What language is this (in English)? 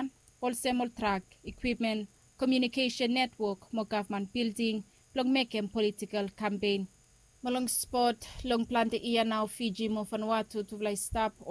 Bislama